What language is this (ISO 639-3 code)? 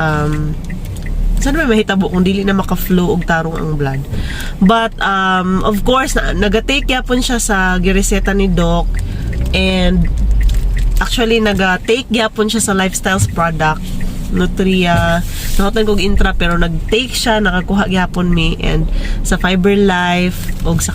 ceb